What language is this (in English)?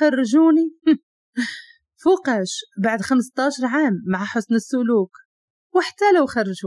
Moroccan Arabic